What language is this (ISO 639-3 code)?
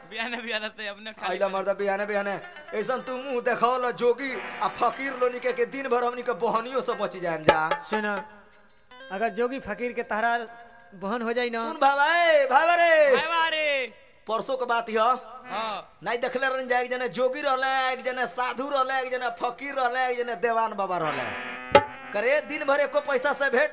bho